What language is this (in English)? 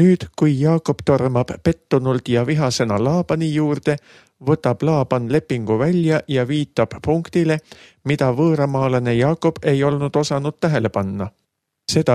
Estonian